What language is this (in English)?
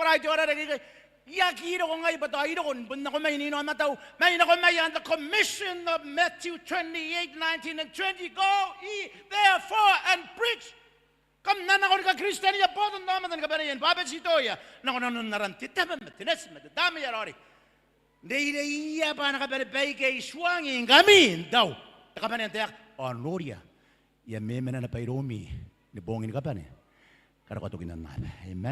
Gilbertese